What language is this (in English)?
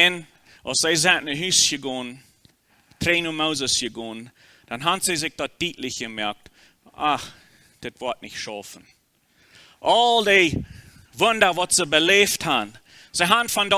Plautdietsch